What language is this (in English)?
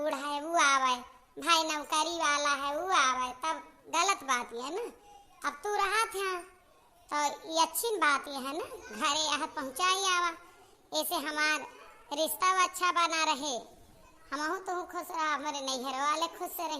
Awadhi